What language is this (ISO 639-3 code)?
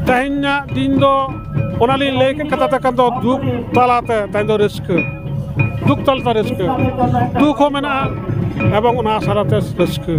sat